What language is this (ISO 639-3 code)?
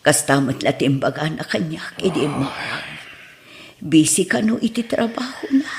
ilo